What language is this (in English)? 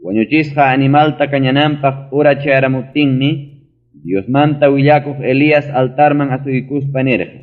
Ayacucho Quechua